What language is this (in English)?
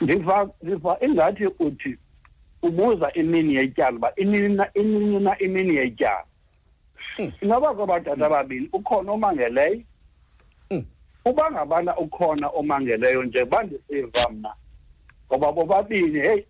Xhosa